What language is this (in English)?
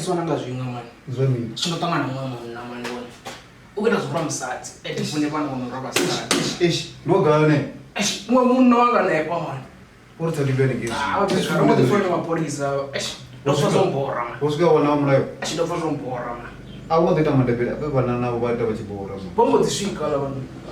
Venda